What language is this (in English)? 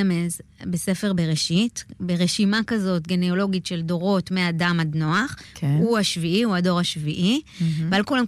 Hebrew